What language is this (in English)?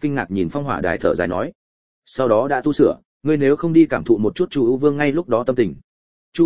Vietnamese